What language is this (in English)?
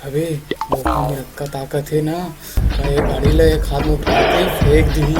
Chhattisgarhi